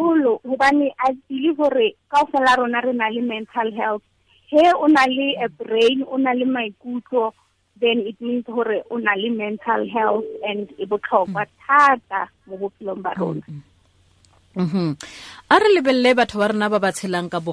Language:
Tswana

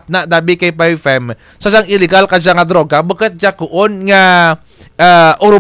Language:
Kinaray-a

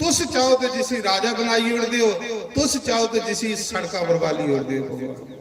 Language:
Dogri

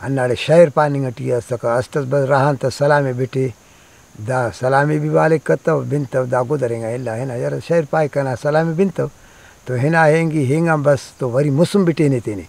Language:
Brahui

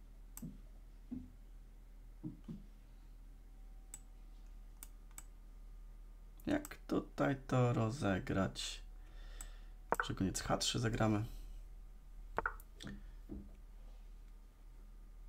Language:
Polish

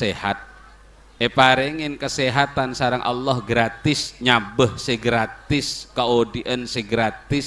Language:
Madurese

